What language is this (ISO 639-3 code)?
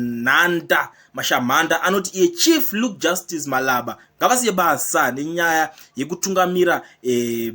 sna